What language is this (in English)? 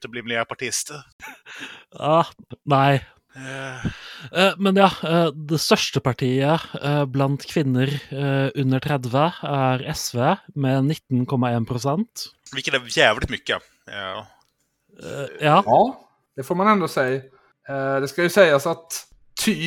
Swedish